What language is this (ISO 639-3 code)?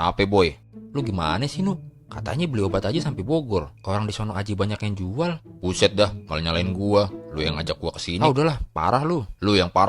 bew